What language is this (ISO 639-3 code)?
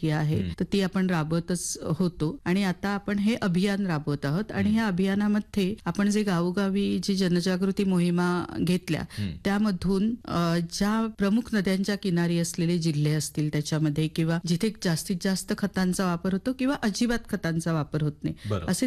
mar